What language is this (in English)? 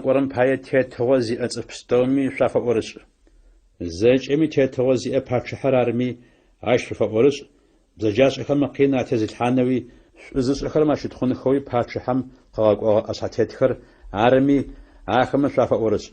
Adyghe